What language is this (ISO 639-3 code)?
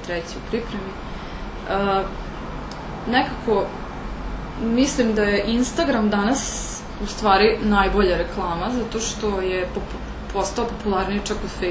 srp